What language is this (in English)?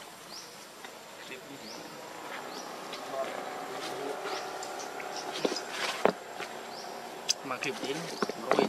Vietnamese